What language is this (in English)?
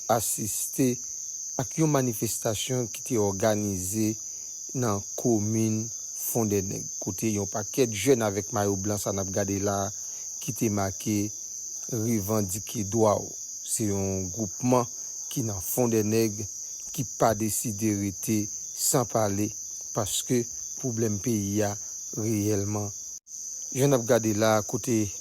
Haitian Creole